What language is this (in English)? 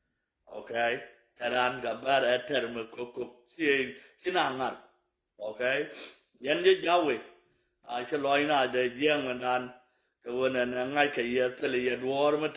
Nuer